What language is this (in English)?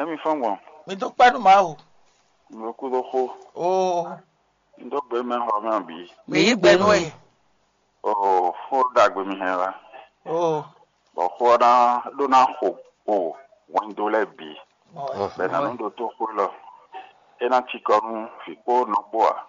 Fon